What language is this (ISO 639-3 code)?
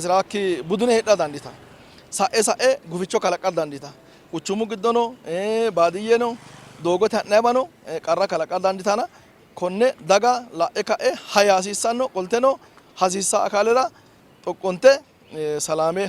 sid